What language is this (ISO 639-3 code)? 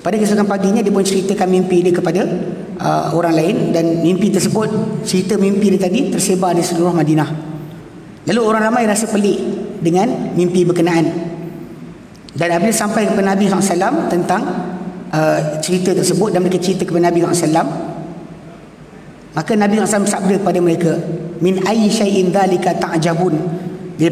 msa